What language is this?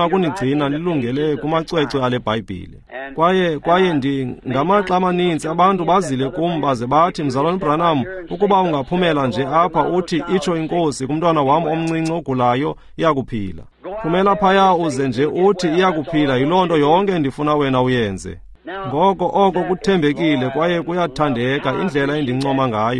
Xhosa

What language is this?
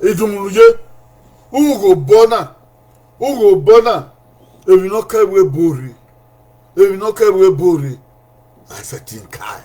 Bini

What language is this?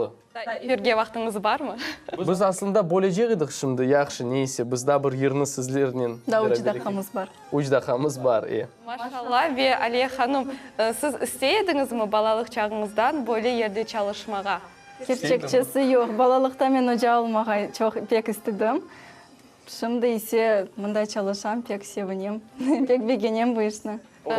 Crimean Tatar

